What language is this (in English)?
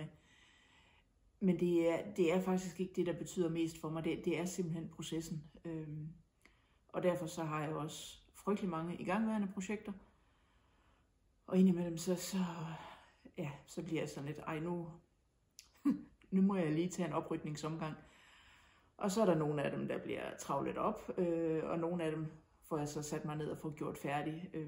Danish